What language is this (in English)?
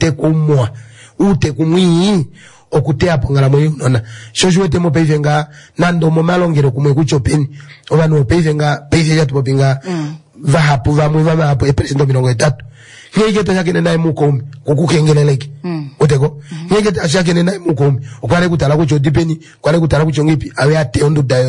Kuanyama